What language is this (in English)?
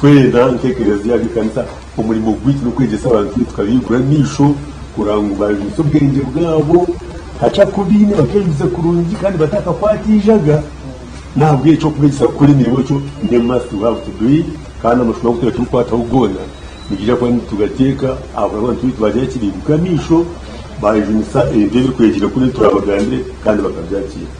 Nyankole